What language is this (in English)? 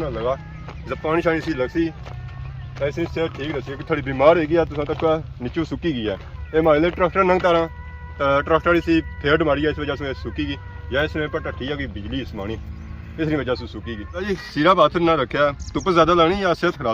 Pahari-Potwari